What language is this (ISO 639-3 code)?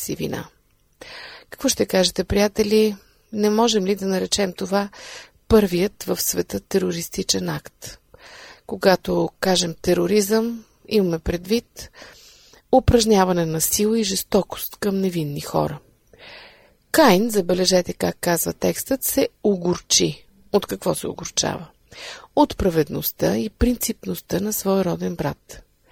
bul